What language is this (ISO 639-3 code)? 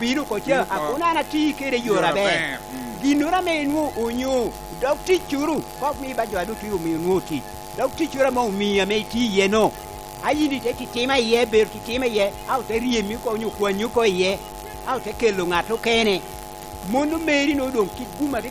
laj